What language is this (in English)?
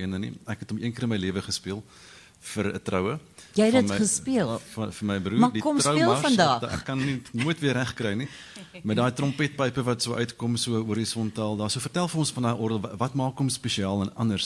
Afrikaans